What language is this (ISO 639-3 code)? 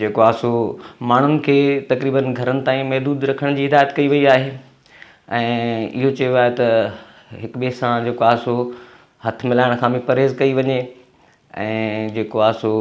snd